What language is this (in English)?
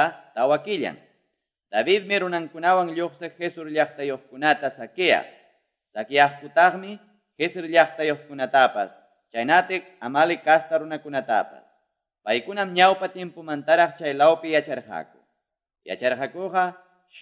Quechua